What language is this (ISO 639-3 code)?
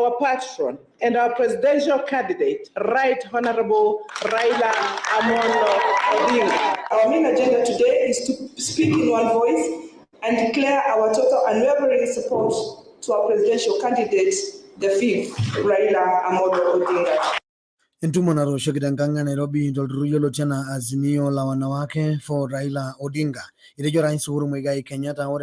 mas